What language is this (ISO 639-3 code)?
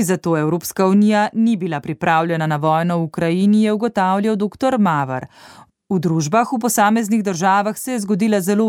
slv